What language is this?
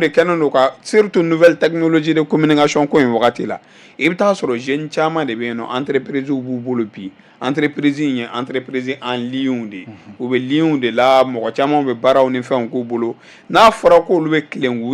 Bambara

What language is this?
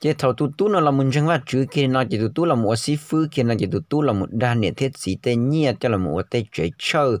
Hmong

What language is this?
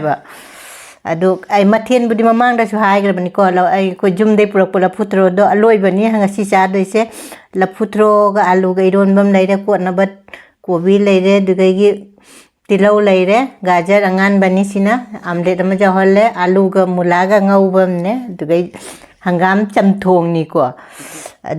Manipuri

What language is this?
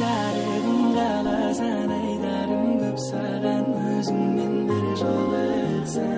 Kara-Kalpak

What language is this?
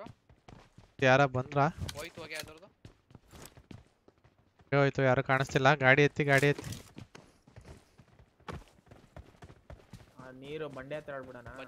Kannada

